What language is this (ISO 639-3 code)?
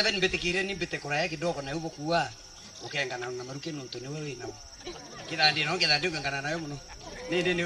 mer